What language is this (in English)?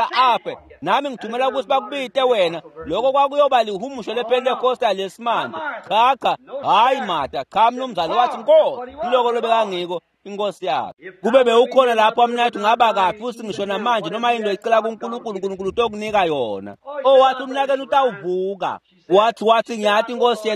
Swati